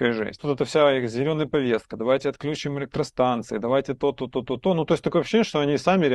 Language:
Russian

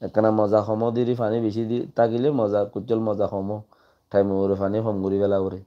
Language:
Rohingya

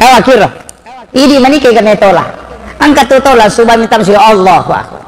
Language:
Buginese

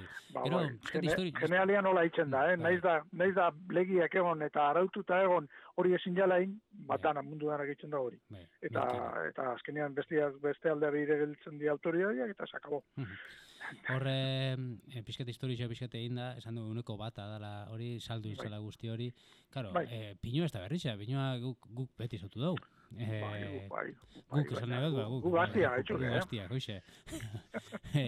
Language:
Basque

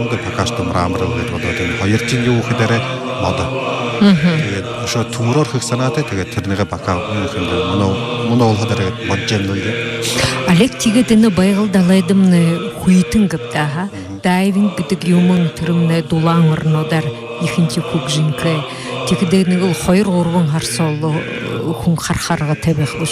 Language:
Buriat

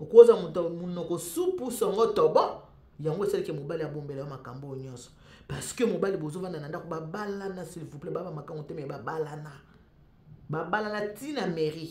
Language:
Lingala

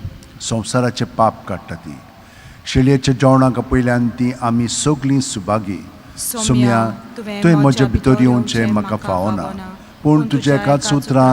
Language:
Konkani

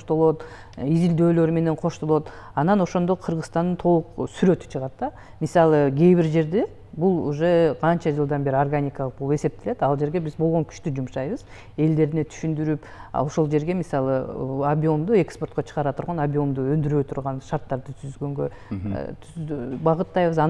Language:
Kyrgyz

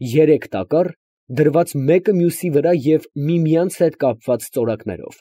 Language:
Armenian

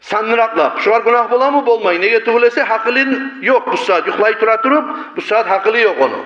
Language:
Kumyk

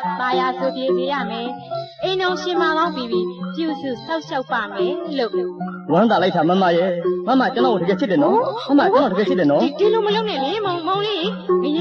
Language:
Burmese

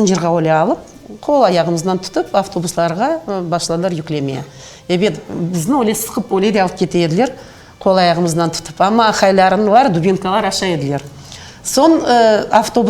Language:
Crimean Tatar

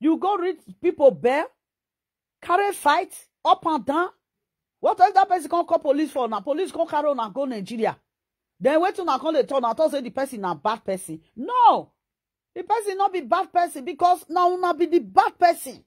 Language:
Nigerian Pidgin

